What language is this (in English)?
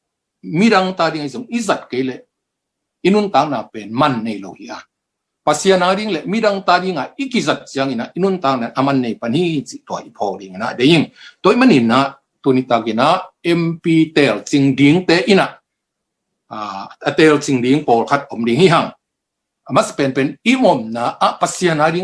Tedim Chin